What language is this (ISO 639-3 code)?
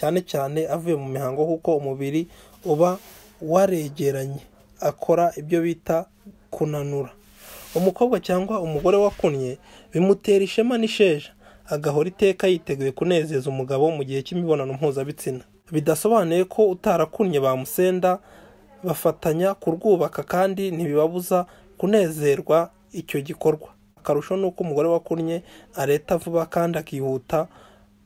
kin